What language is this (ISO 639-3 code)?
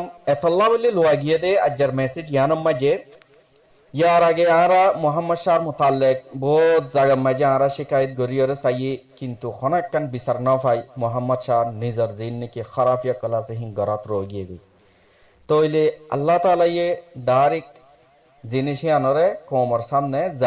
rhg